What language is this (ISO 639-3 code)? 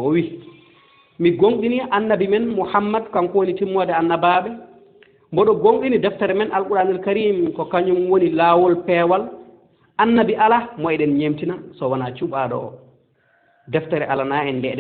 ful